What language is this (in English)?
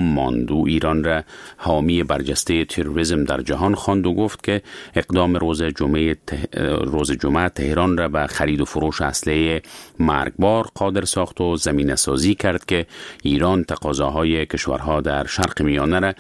Persian